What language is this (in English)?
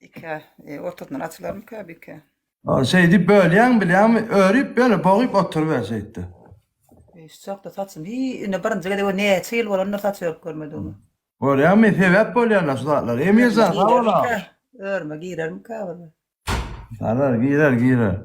Turkmen